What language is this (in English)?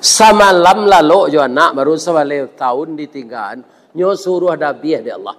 Minangkabau